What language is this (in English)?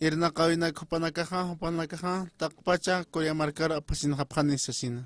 Aymara